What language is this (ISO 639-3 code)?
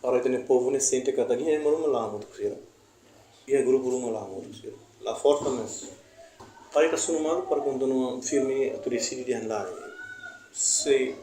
tet